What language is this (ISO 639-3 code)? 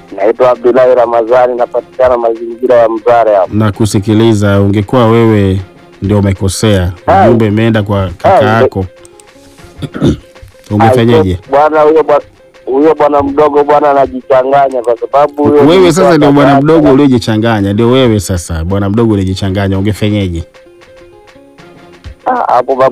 swa